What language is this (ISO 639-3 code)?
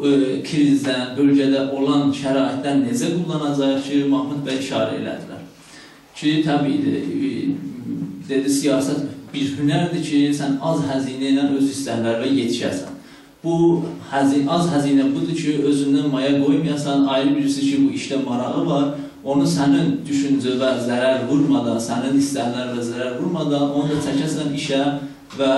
azb